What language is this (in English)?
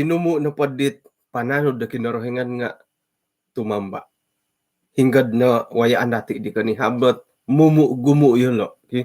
Central Dusun